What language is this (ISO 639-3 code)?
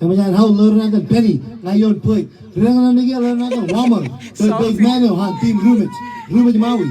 mah